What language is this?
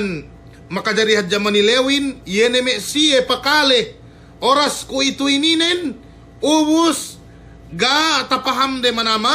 Yakan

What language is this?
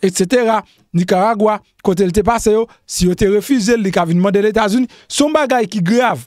Haitian Creole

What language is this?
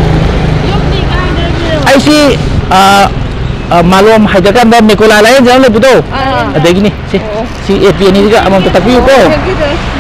Manipuri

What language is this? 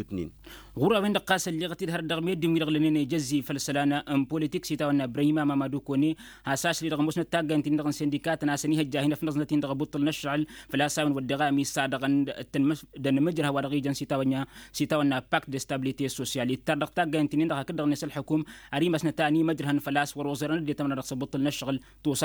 Tamasheq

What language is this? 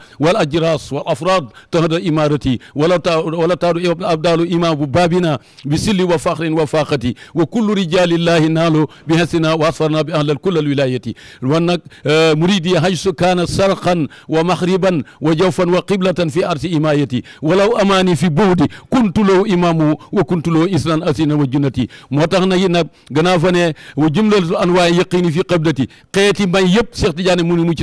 Wolof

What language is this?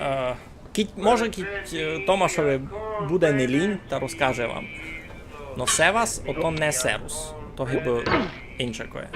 Rusyn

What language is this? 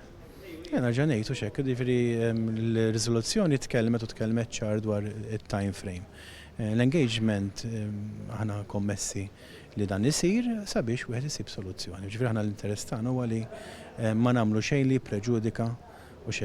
Maltese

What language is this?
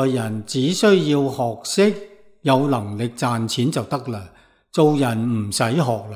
Cantonese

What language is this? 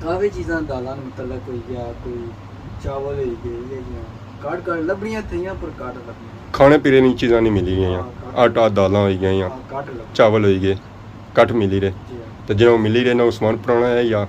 Pahari-Potwari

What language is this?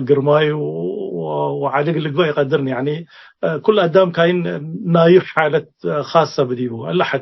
Tigre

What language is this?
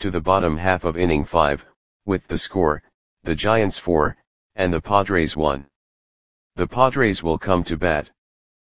English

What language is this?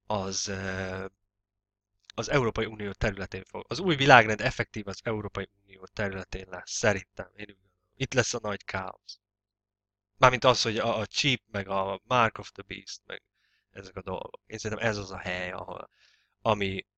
Hungarian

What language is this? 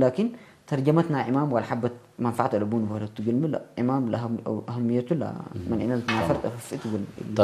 Tigre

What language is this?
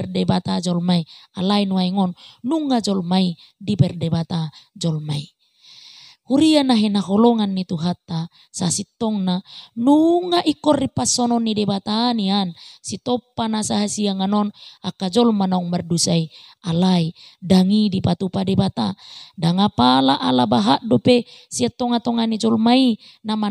Batak Toba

